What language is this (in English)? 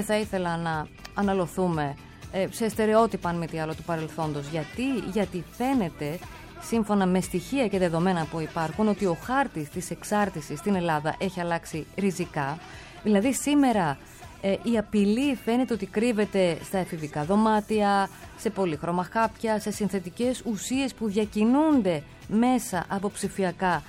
Greek